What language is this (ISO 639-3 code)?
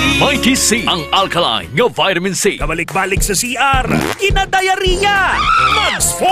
hil